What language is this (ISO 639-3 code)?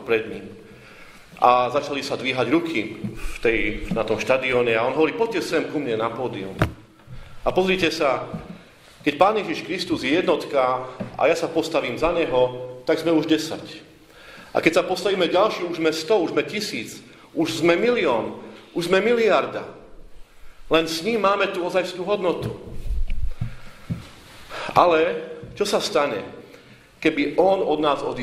slk